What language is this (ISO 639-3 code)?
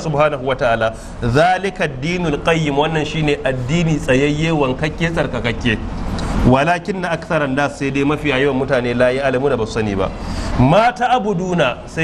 hau